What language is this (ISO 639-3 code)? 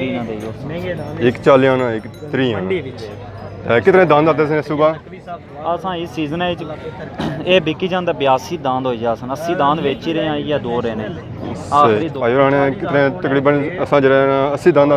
phr